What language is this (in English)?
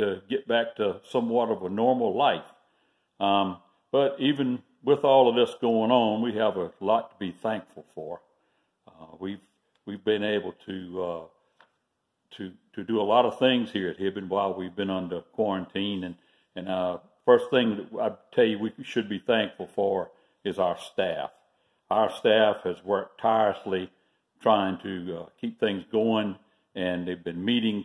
English